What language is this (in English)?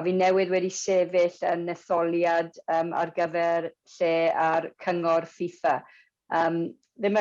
Welsh